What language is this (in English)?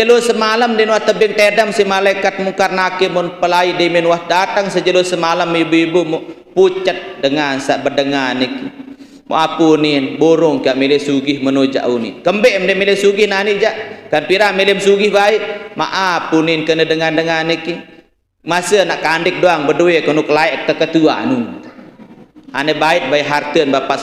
Sasak